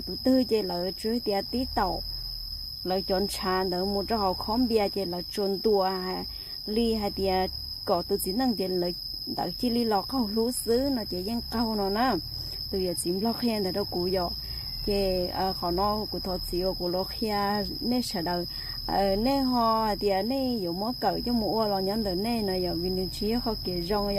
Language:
Hmong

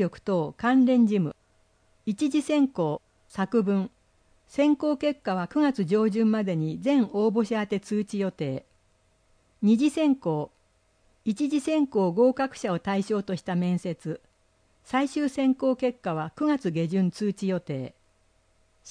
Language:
Japanese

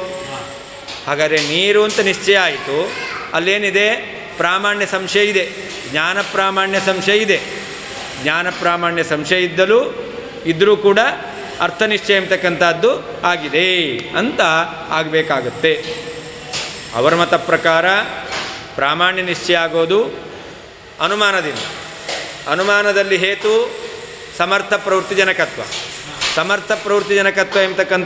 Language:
Kannada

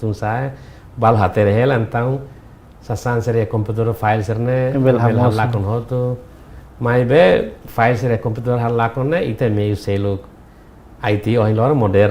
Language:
Tetum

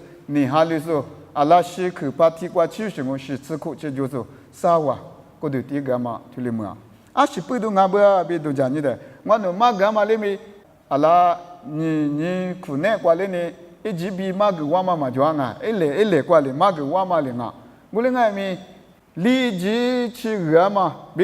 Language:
Lisu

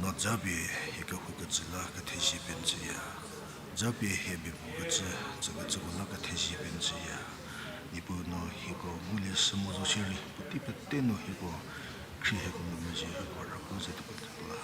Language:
Angami Naga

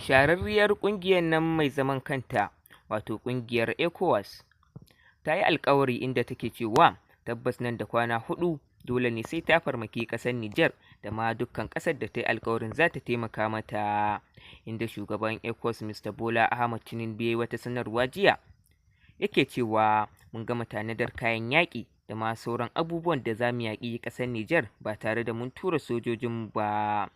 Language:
Hausa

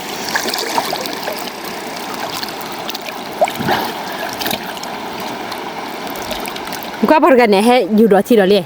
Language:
S'gaw Karen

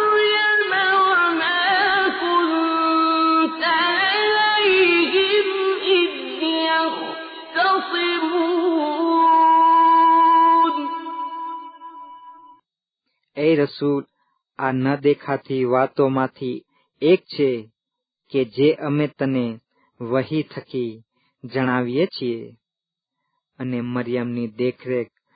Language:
Gujarati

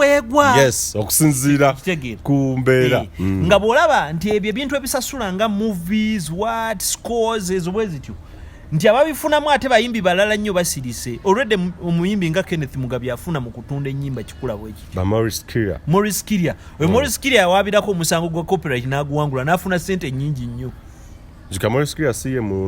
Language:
Ganda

